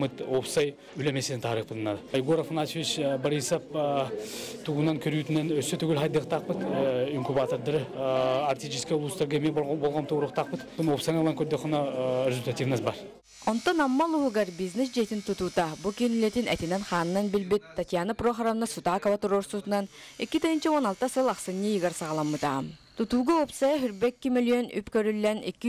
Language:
Yakut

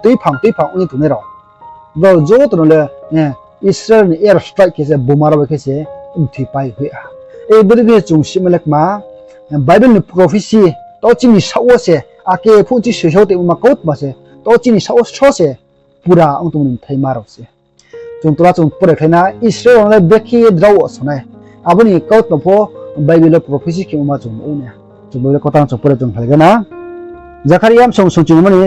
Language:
Riang (India)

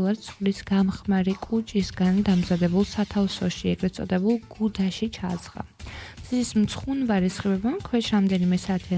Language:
Georgian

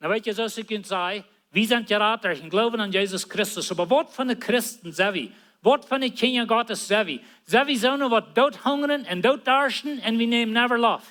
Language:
Plautdietsch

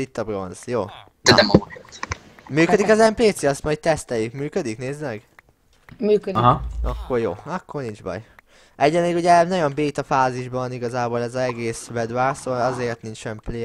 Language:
Hungarian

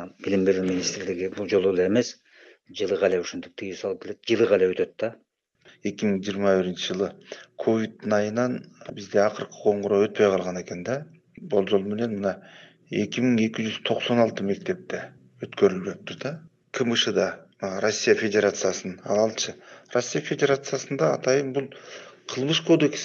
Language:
Kyrgyz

